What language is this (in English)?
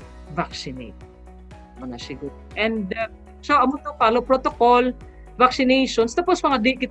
Hiligaynon